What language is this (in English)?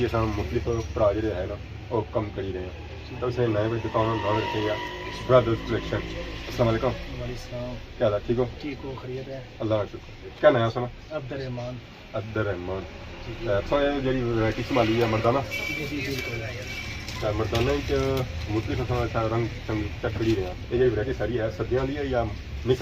Pahari-Potwari